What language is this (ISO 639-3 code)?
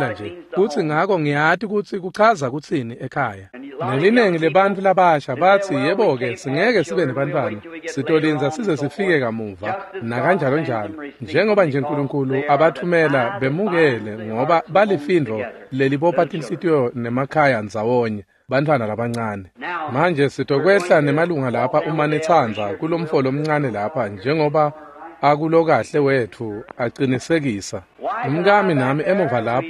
ssw